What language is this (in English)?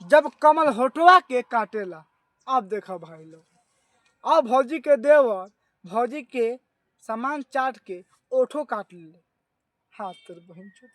Bhojpuri